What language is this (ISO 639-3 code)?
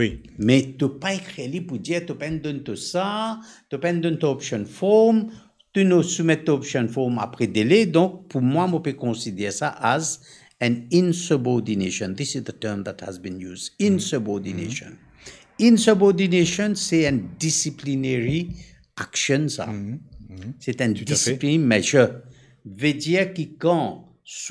mfe